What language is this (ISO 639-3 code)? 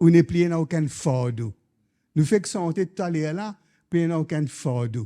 mfe